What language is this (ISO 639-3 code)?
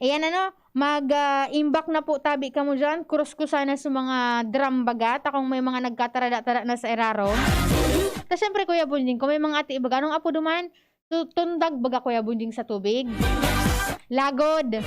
bik